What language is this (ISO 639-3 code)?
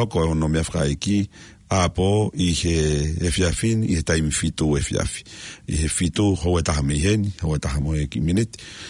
ton